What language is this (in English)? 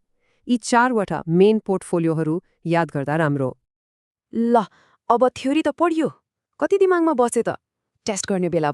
Nepali